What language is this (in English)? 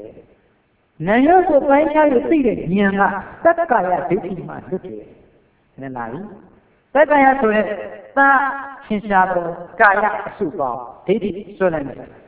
Burmese